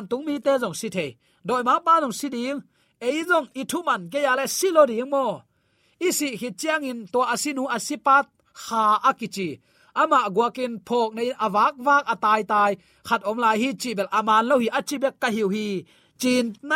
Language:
Tedim Chin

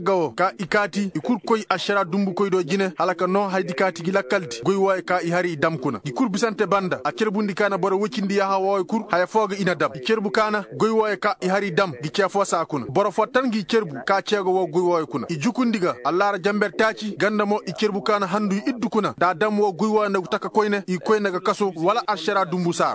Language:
Koyraboro Senni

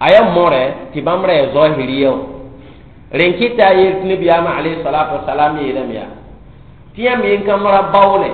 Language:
Mossi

